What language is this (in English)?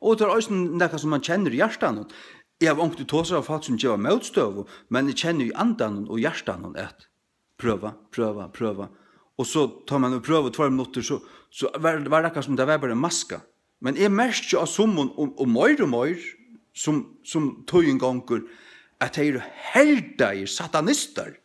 Faroese